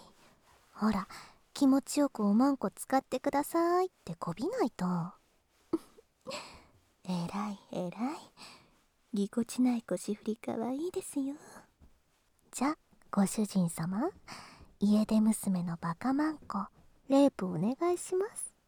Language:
Japanese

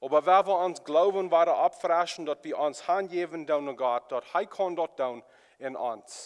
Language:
Plautdietsch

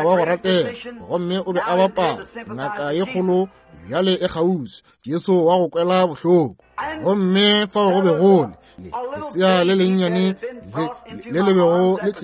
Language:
Northern Sotho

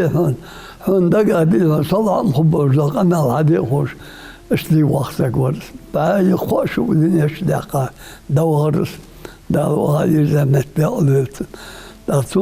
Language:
Ingush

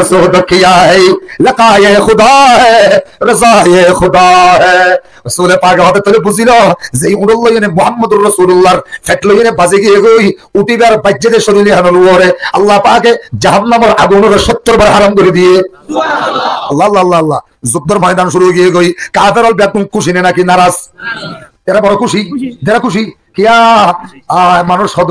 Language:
Rohingya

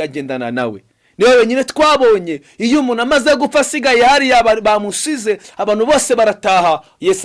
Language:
Kinyarwanda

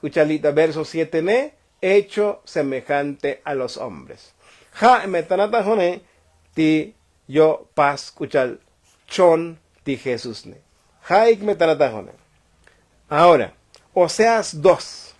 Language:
Tzotzil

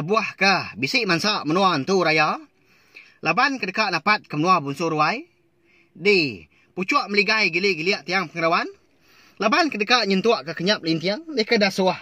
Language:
Iban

